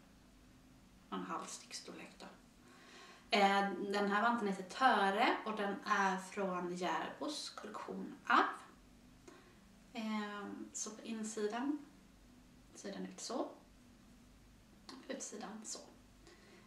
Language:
Swedish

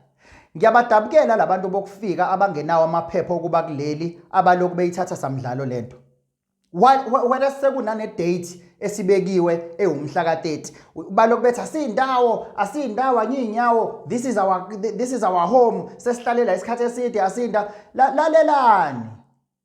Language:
Zulu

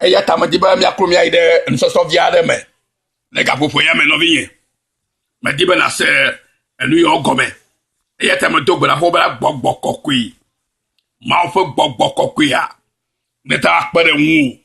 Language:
Ewe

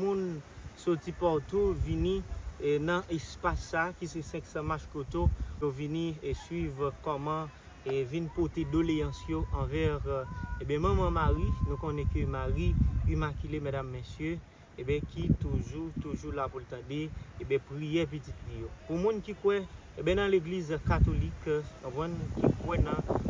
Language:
Haitian Creole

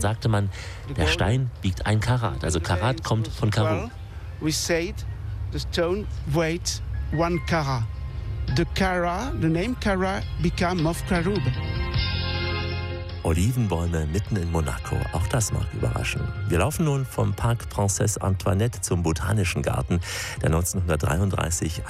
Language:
German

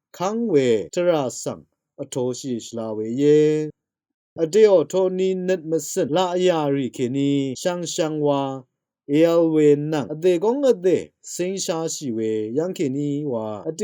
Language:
Rawang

